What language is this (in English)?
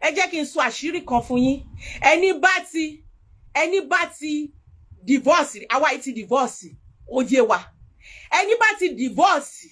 Yoruba